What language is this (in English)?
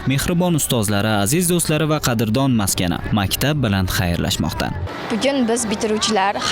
Uzbek